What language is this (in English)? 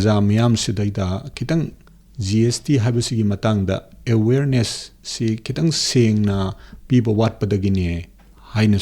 Manipuri